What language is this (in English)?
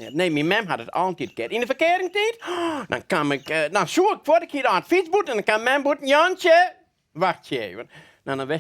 Western Frisian